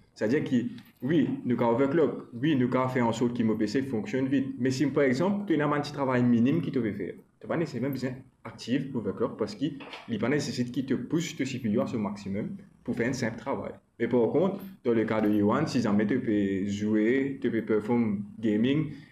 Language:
Morisyen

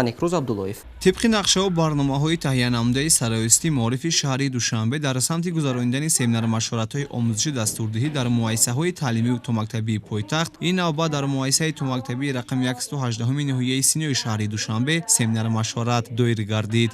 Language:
Tajik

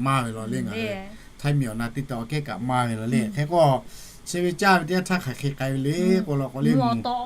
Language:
Lahu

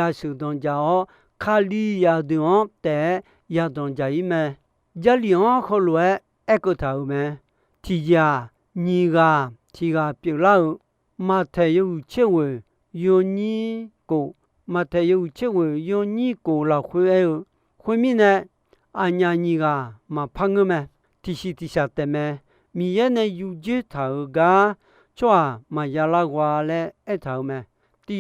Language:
Akha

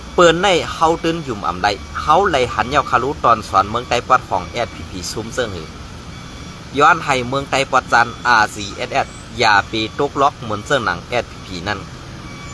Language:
Shan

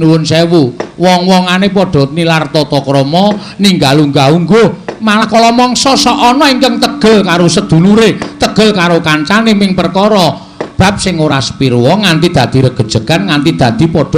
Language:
Javanese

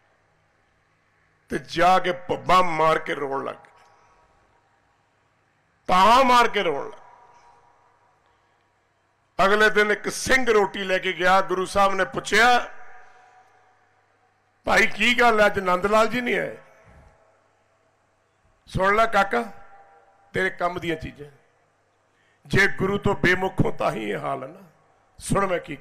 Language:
Punjabi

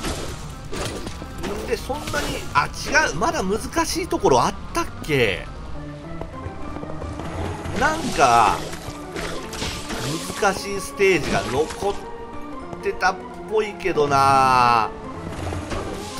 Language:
Japanese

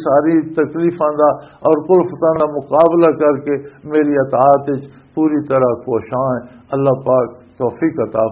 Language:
Western Panjabi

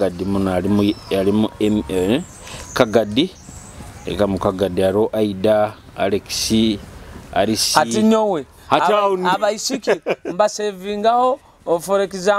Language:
Nyoro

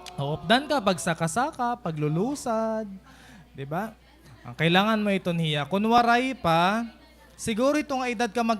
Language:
Waray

